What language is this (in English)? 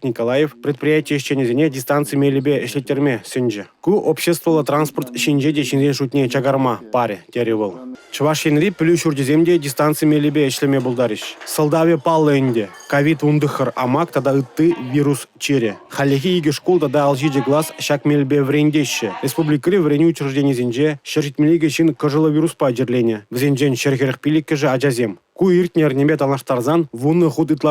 Chuvash